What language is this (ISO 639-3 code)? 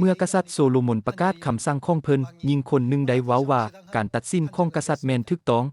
lao